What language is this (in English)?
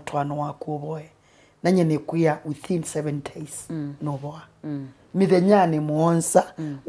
Kamba